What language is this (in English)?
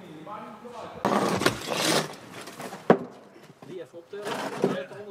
Dutch